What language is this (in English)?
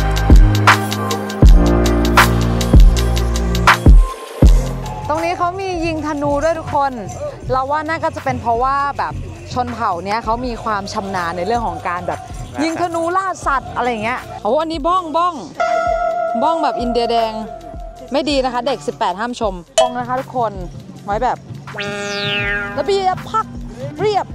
Thai